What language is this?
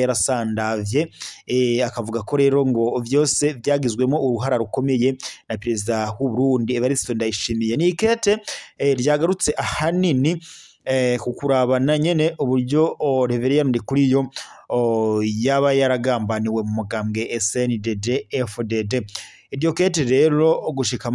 Rundi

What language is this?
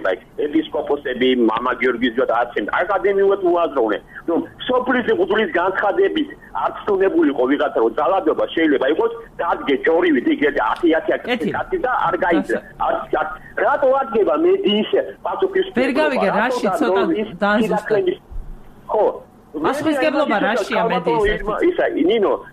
Georgian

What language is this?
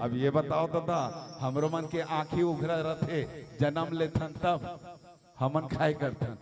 Chhattisgarhi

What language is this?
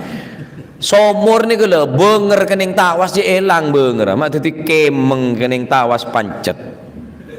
Madurese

